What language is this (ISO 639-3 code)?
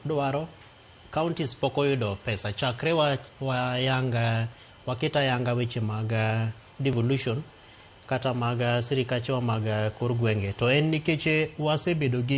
luo